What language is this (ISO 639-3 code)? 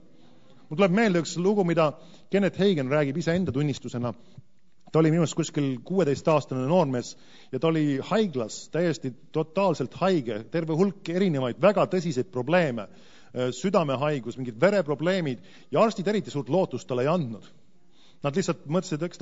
est